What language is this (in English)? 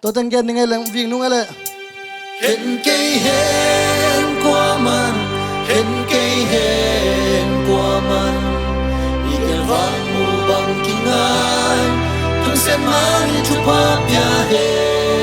Tedim Chin